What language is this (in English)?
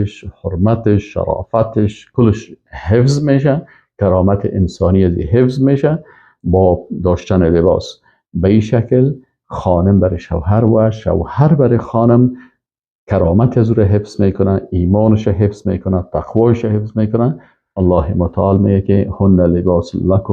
Persian